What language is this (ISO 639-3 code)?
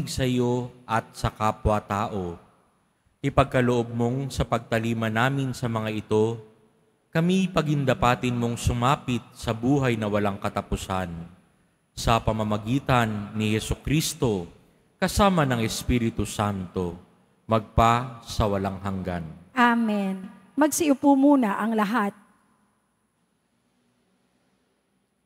fil